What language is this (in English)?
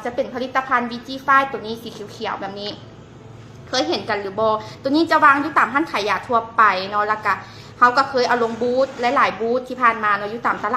Lao